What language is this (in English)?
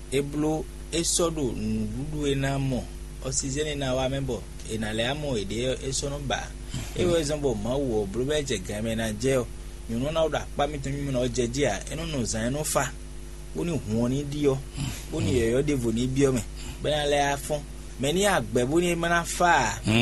Fon